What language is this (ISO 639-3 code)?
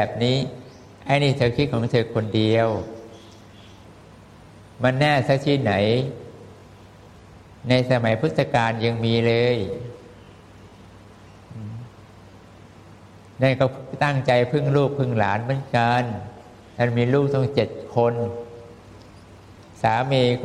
tha